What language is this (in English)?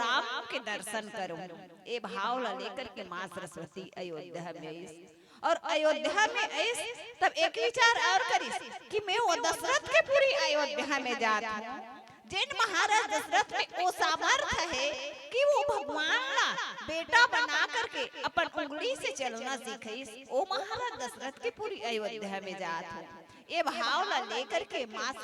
Chhattisgarhi